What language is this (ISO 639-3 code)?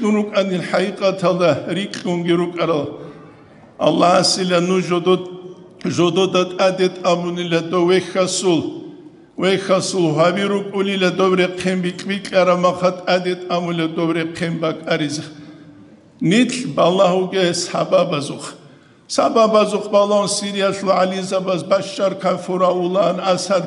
ava